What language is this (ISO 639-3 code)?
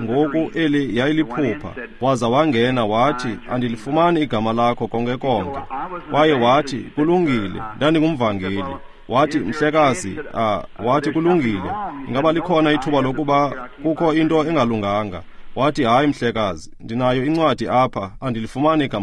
xho